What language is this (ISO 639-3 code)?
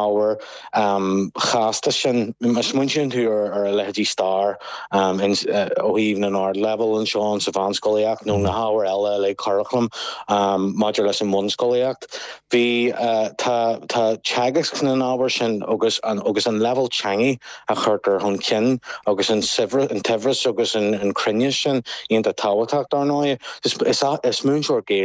gle